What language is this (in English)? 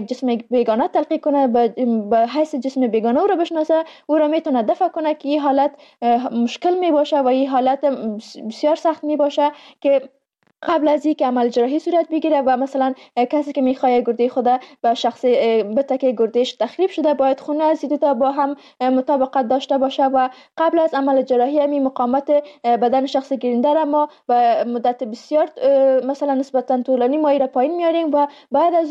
Persian